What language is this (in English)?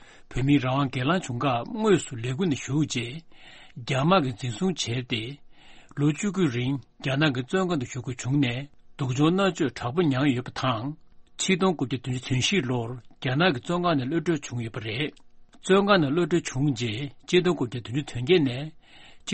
Tibetan